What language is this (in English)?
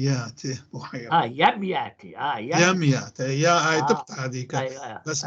North Levantine Arabic